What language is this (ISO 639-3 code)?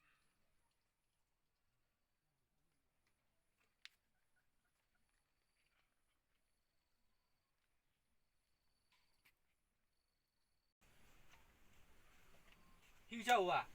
ksw